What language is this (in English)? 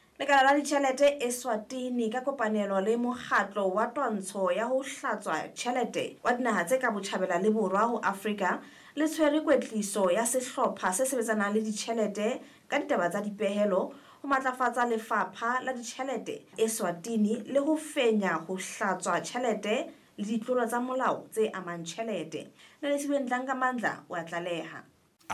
Southern Sotho